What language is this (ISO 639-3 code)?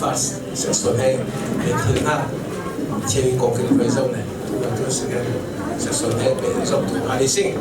cfm